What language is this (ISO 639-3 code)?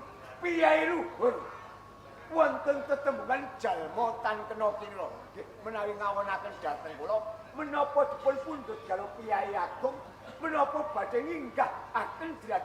jav